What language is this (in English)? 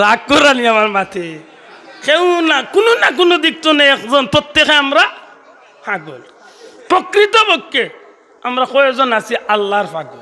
Sylheti